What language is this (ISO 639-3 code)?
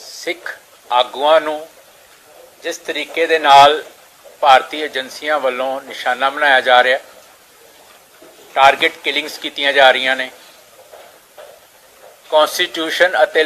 pan